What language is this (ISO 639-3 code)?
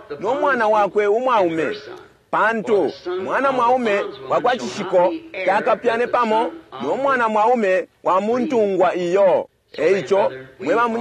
bem